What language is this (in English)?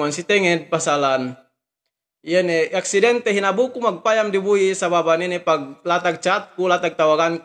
Yakan